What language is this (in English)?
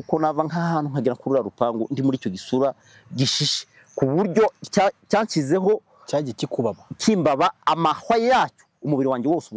Kinyarwanda